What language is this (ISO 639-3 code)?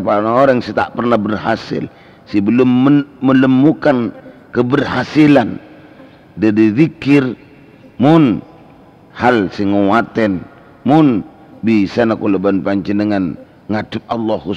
mad